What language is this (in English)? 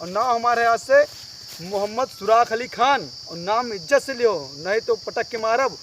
Awadhi